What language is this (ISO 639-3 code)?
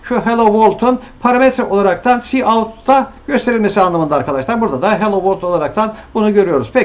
tur